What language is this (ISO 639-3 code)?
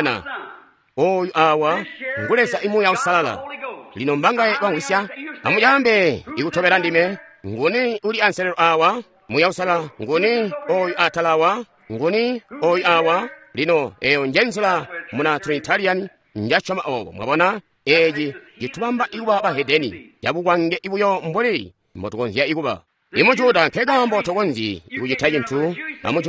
toi